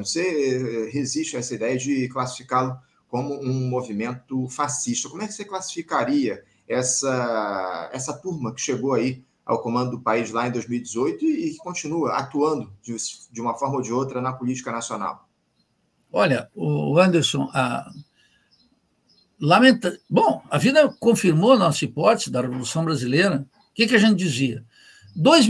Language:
Portuguese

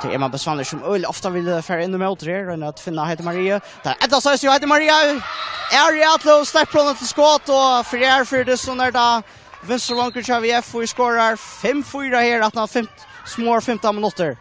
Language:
Faroese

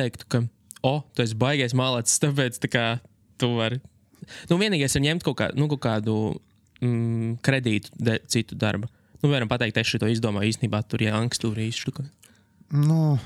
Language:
Latvian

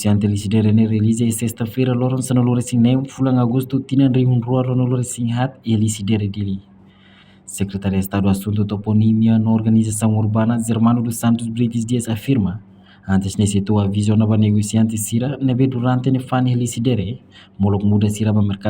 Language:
Tetum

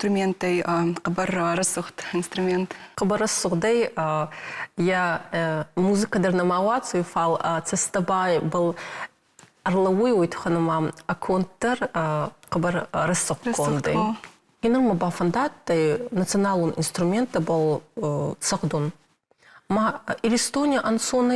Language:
Ossetic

